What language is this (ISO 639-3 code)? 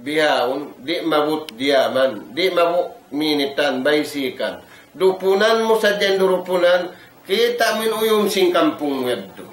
tsg